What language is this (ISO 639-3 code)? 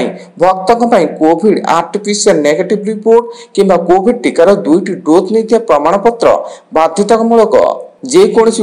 ori